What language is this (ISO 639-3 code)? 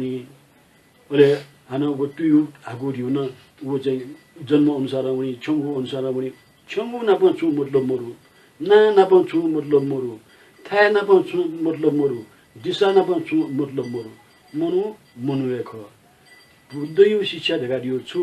new